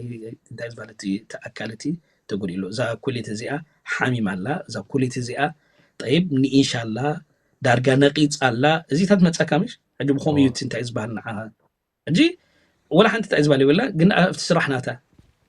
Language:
Tigrinya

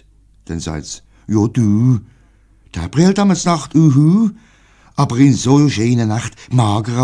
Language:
Swiss German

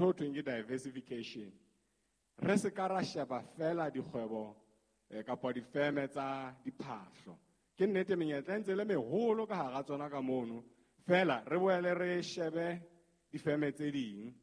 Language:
Southern Sotho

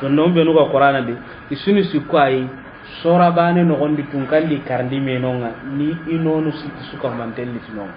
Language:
Soninke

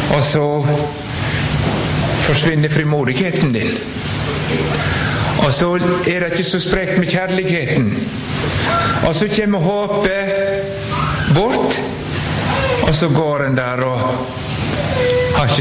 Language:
Norwegian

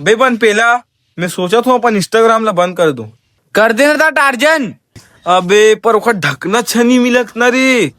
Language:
Chhattisgarhi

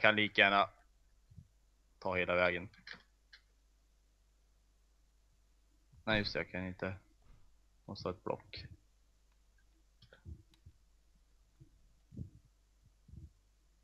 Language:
Swedish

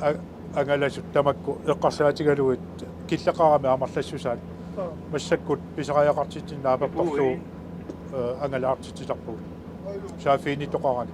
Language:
Kalaallisut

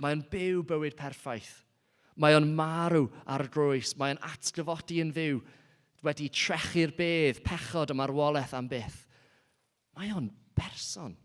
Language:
Welsh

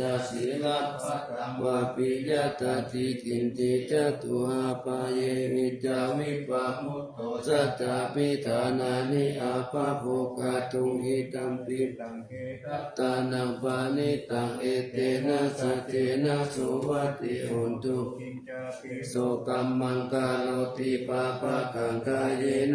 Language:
Pali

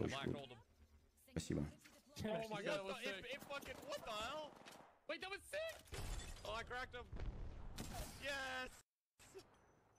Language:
Russian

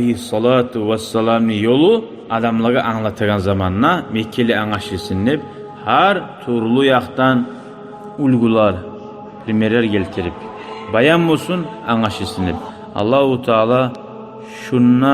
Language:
Kumyk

